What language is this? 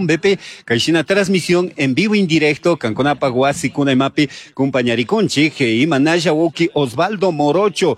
Chimborazo Highland Quichua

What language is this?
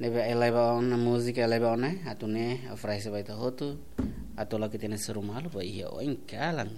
Tetum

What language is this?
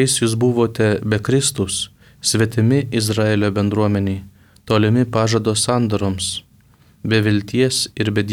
Lithuanian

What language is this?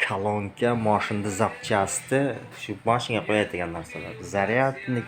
Uzbek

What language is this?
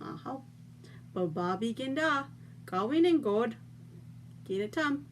Chippewa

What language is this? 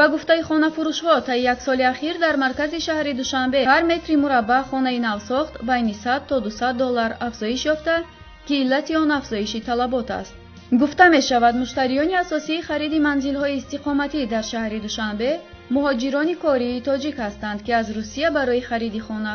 Tajik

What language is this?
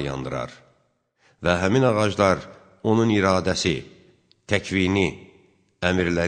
Azerbaijani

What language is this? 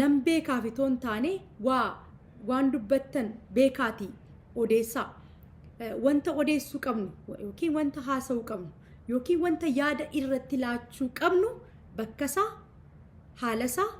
Oromo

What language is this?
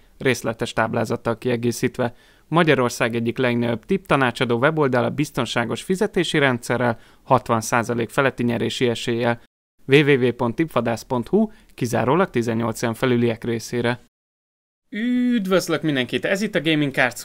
Hungarian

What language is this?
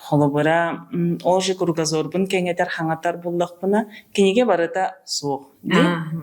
Yakut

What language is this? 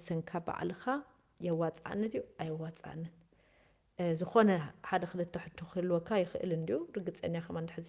Tigrinya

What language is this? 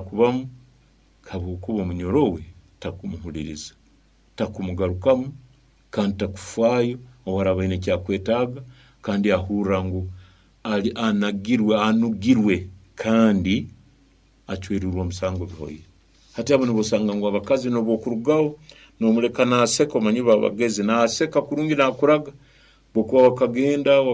Nyoro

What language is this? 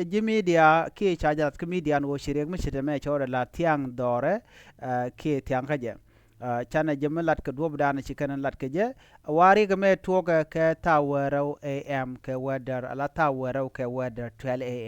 Nuer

